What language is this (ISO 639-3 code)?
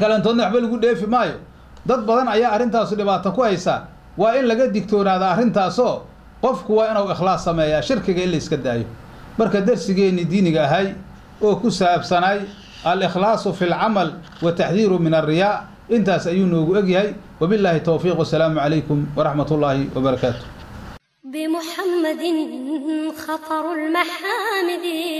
som